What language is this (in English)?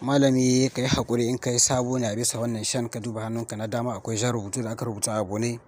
Hausa